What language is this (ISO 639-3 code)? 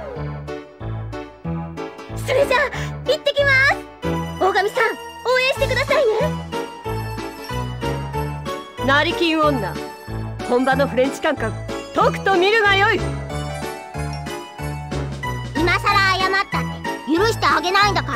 jpn